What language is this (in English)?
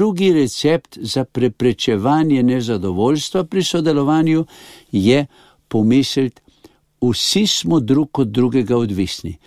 Slovenian